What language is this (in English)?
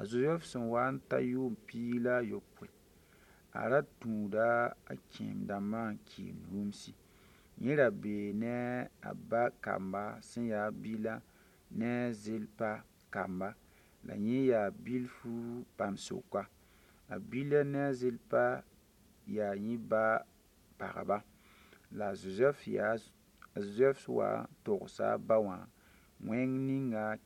Mossi